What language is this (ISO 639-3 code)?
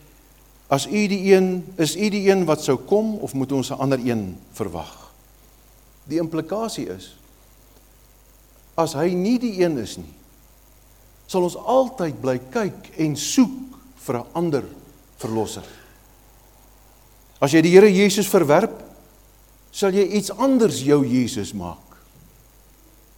afr